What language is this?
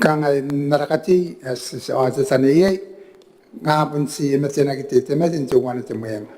Gilbertese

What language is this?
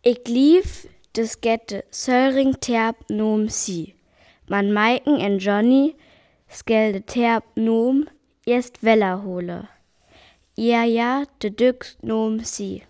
Northern Frisian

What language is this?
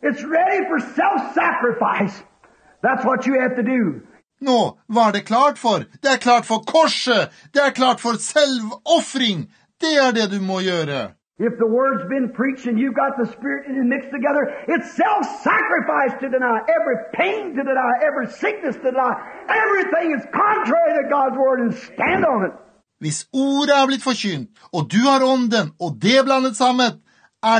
Norwegian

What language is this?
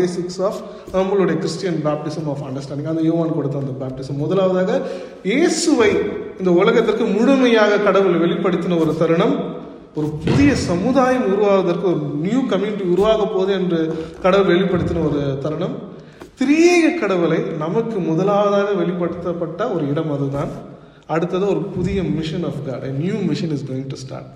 Tamil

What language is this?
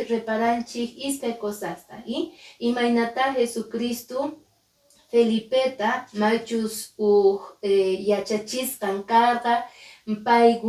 Quechua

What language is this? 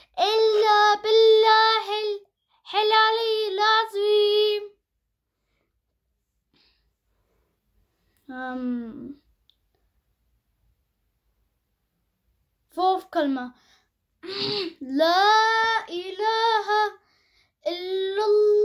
Arabic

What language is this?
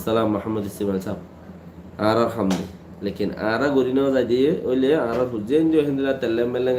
Rohingya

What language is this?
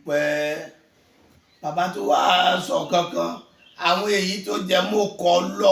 Yoruba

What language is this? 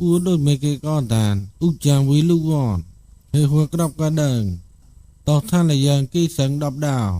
Mon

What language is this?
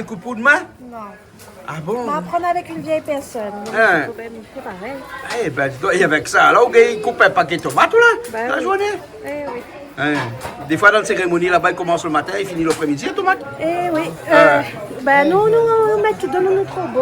Réunion Creole French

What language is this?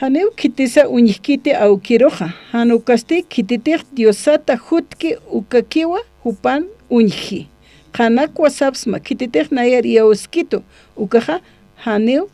Aymara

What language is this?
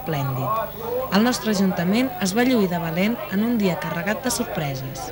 Catalan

